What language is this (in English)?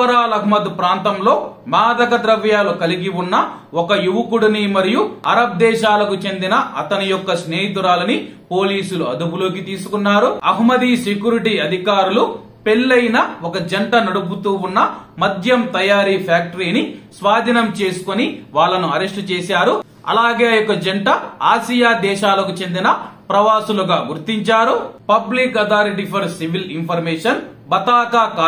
Telugu